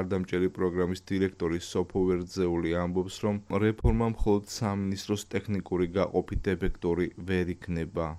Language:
Georgian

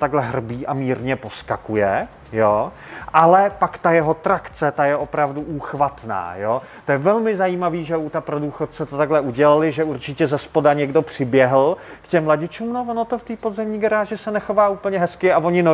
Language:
Czech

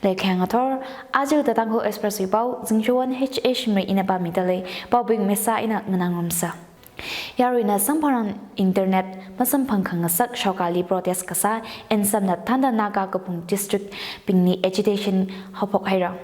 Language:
Tangkhul Naga (India)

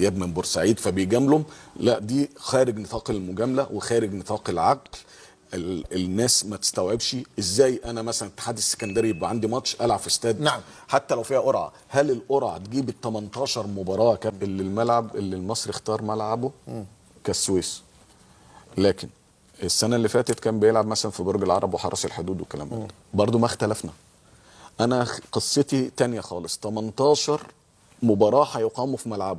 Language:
Egyptian Arabic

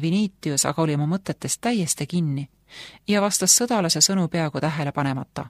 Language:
Estonian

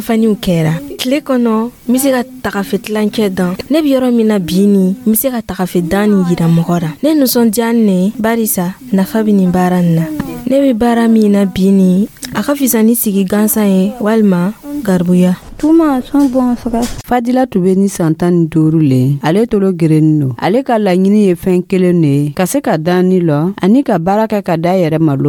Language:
Dyula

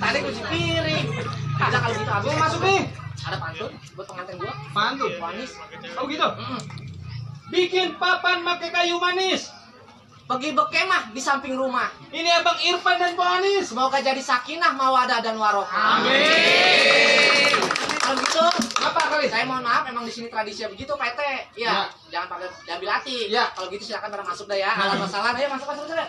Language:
Betawi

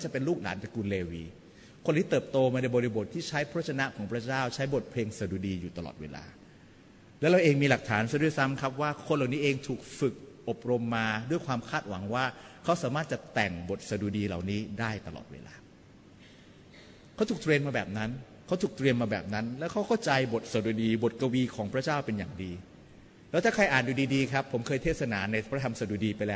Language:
Thai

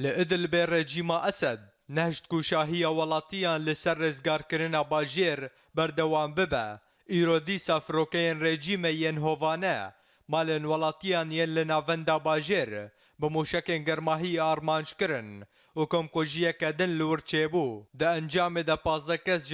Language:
Kurdish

